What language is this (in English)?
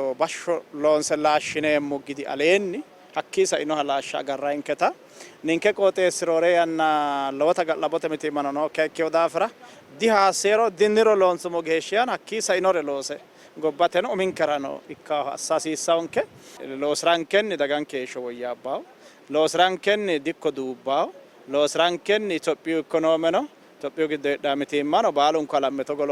Sidamo